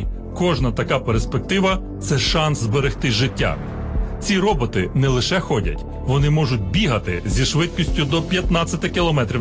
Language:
Ukrainian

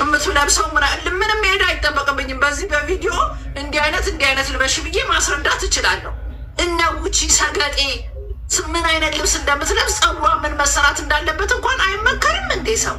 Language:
Amharic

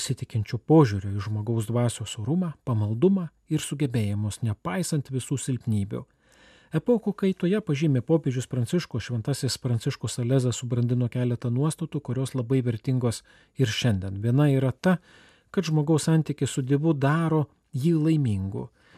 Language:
Lithuanian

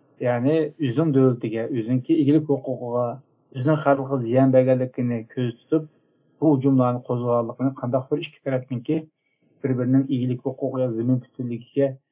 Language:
Uyghur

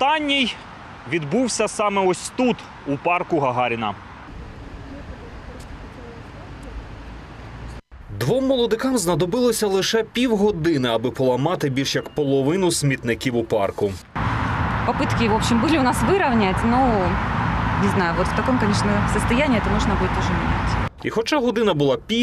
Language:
Ukrainian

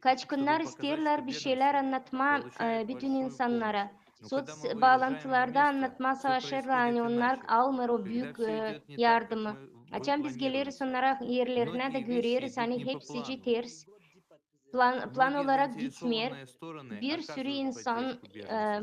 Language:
Gagauz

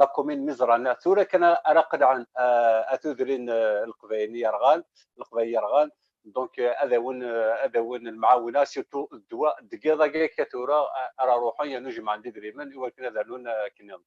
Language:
Kabyle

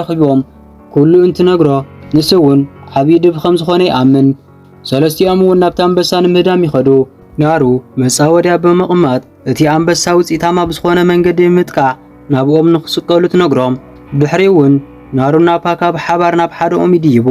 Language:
Tigrinya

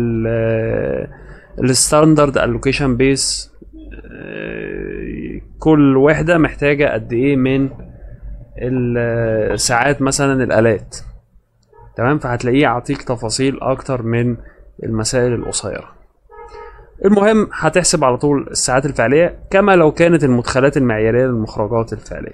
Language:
Egyptian Arabic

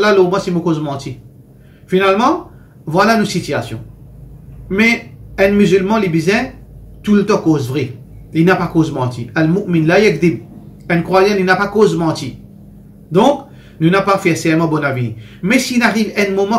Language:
Morisyen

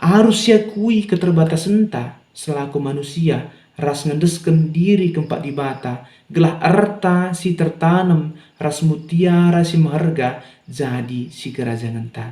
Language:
Batak Karo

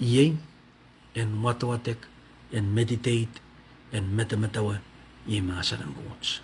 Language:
Pohnpeian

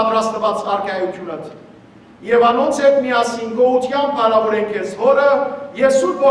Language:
Western Armenian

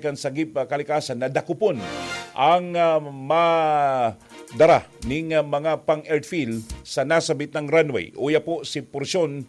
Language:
Bikol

